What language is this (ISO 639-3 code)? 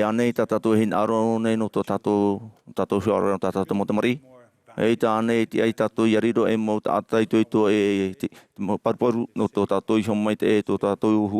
tah